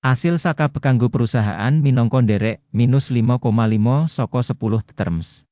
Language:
Javanese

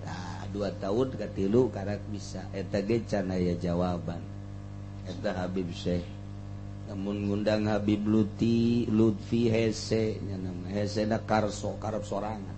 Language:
Sundanese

